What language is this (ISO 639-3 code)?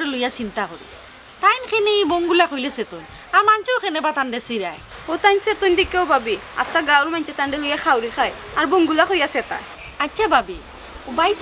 syl